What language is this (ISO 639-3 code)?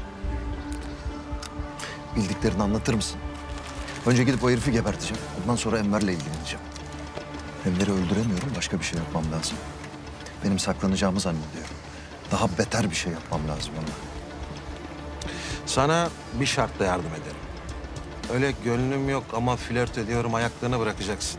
tur